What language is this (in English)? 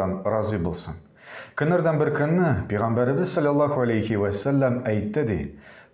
Tatar